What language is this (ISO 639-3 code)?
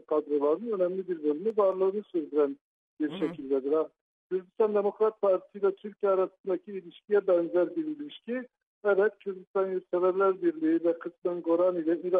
tur